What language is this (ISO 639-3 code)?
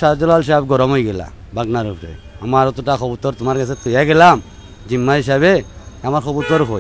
syl